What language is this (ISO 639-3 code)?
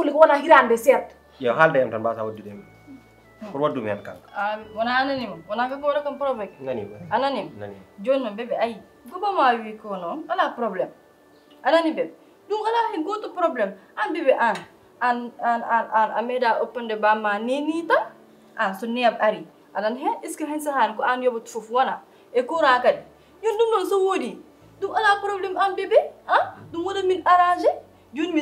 ful